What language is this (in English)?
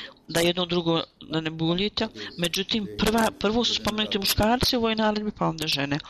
Bosnian